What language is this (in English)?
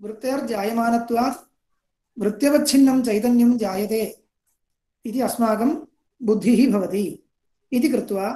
Sanskrit